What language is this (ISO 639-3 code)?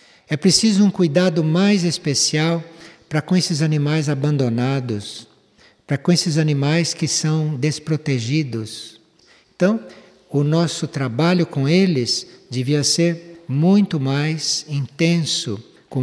por